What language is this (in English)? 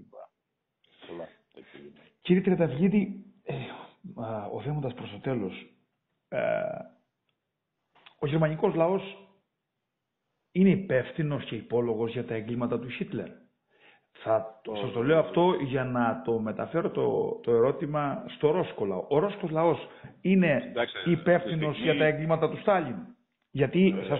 Greek